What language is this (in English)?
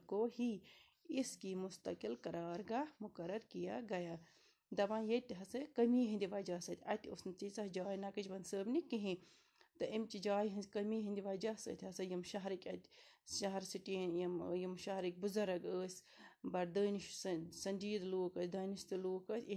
Kashmiri